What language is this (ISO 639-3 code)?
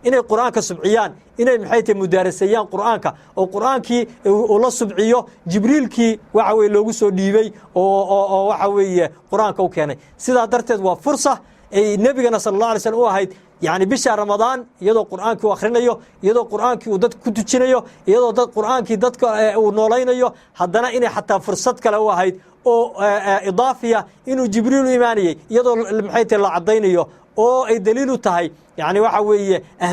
som